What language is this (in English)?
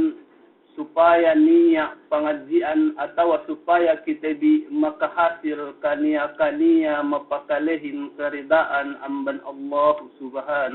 Yakan